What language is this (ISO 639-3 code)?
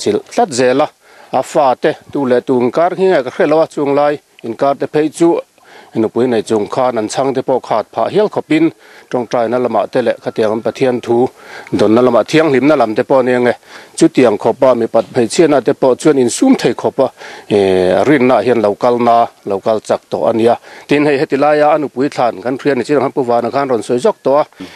lus